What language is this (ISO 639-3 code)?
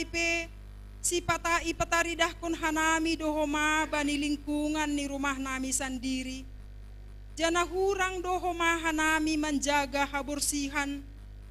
bts